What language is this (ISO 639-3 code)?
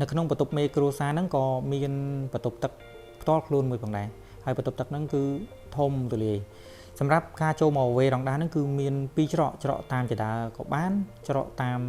khm